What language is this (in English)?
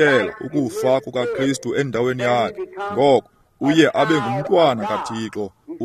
Xhosa